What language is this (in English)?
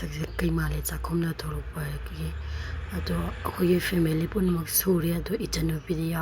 Manipuri